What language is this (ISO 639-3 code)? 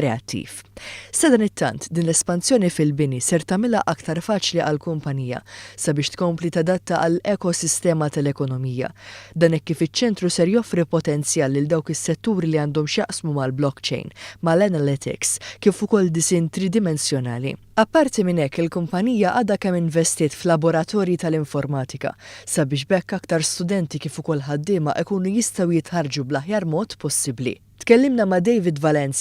mlt